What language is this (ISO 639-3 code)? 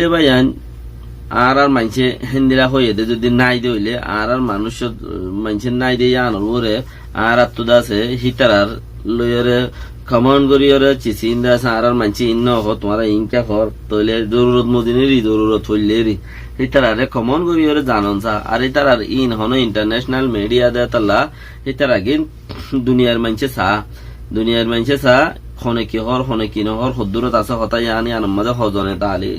rhg